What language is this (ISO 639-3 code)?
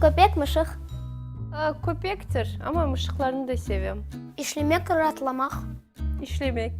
crh